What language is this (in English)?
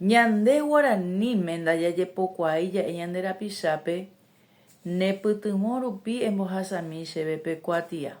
Guarani